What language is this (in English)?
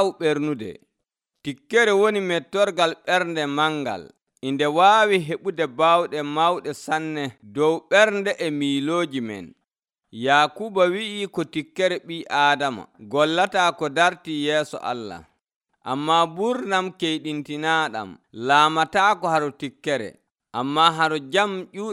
Nigerian Fulfulde